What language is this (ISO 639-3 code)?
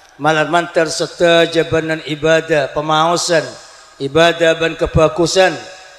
mad